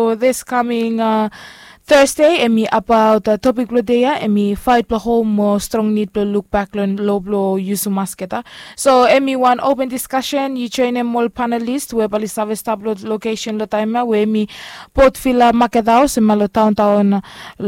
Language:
Bislama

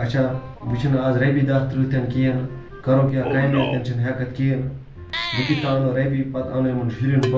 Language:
Kashmiri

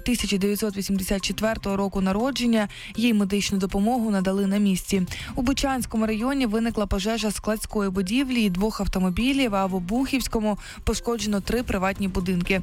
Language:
Ukrainian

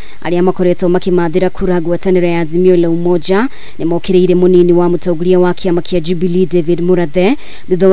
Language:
Kikuyu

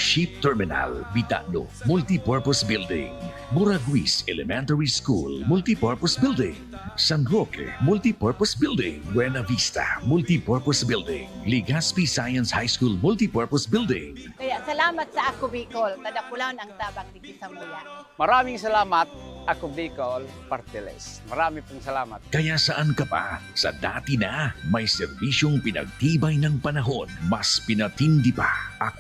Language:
Bikol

